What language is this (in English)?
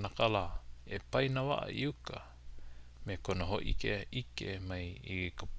Hawaiian